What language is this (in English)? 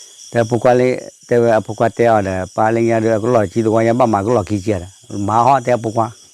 S'gaw Karen